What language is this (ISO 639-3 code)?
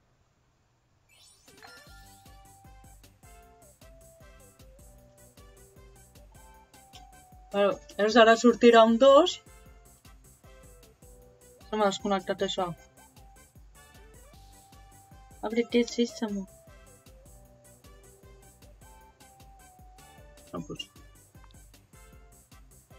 cat